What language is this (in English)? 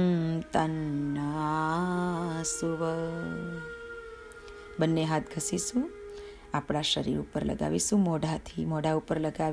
Gujarati